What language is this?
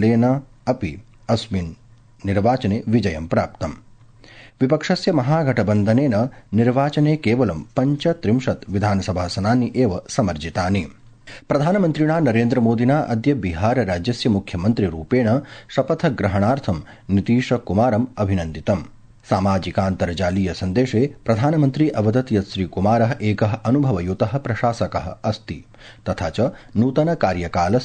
Sanskrit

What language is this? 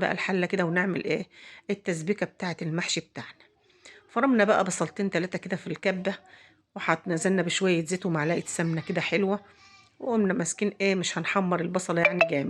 Egyptian Arabic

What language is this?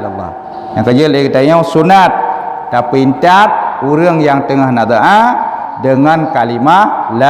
Achinese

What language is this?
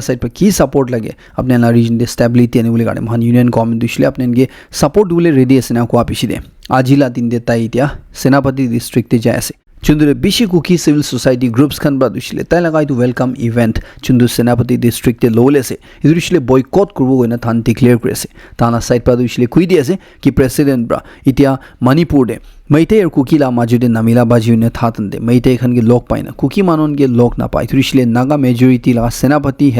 Naga Pidgin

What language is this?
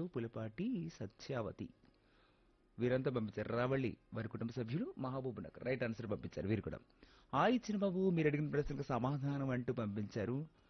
Telugu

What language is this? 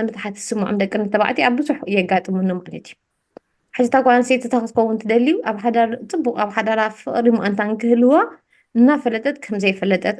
Tigrinya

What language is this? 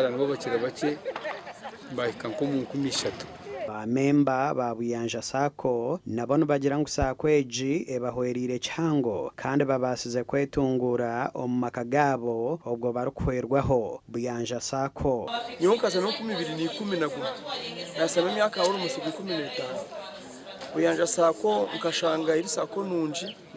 Nyankole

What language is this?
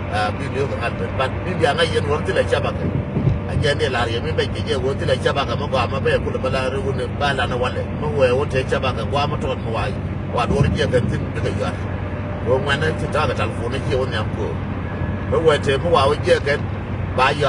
Nuer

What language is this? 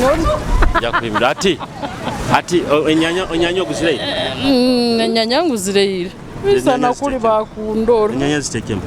Tooro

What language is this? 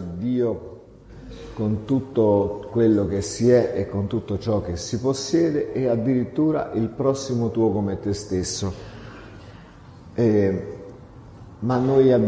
Italian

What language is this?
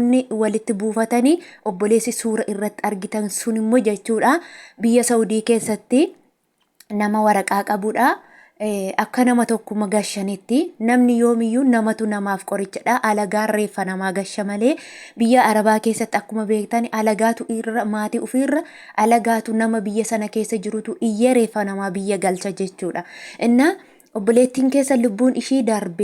Oromo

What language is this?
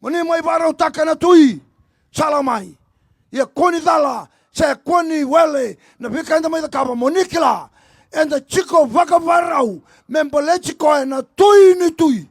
Fijian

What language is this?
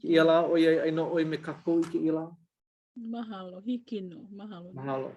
Hawaiian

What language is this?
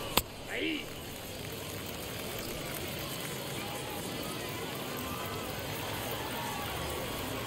English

